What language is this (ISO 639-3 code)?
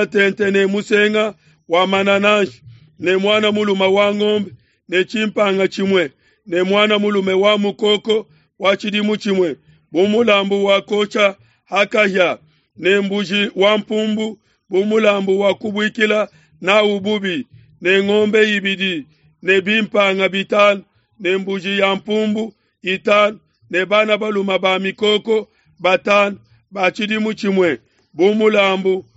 lua